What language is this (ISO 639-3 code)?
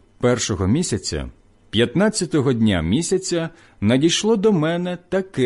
ukr